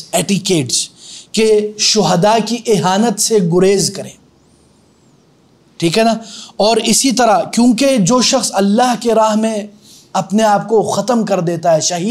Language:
Urdu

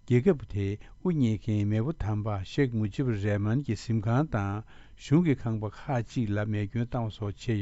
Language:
Tibetan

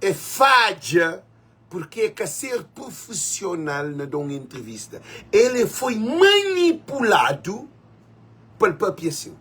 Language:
Kabuverdianu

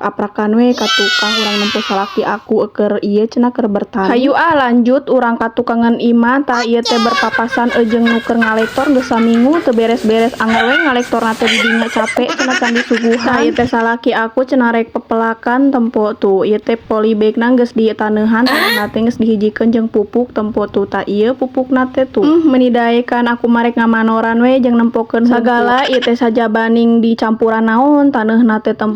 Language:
Sundanese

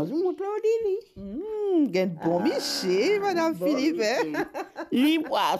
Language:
Morisyen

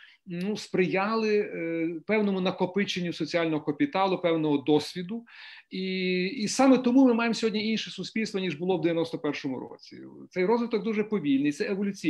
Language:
Ukrainian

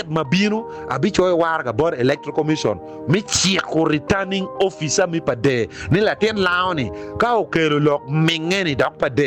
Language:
Acoli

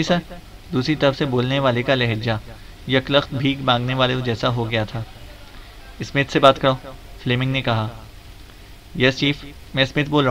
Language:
Urdu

